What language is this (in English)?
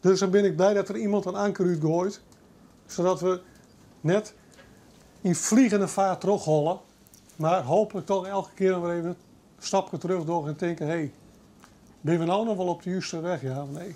Western Frisian